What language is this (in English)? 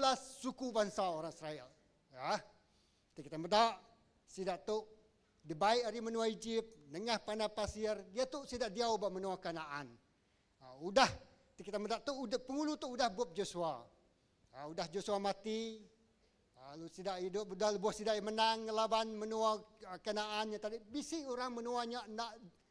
Iban